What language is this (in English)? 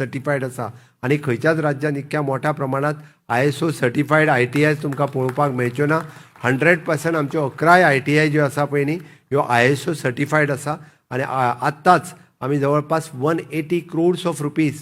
Konkani